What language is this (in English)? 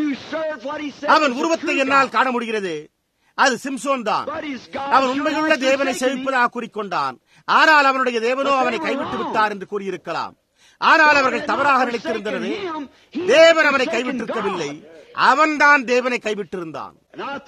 Tamil